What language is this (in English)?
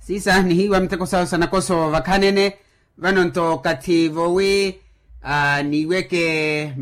Makhuwa